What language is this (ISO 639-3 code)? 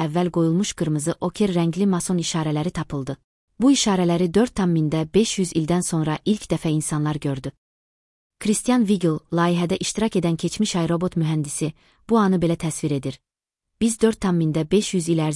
aze